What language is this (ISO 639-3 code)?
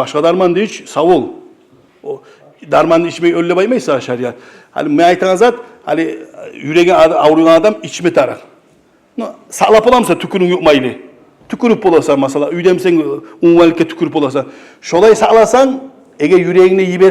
kum